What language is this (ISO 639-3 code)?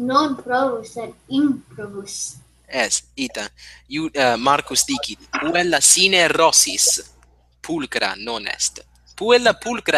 lat